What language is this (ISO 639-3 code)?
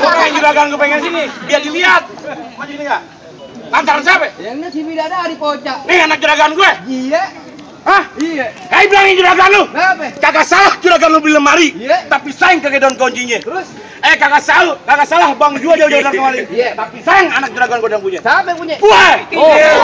bew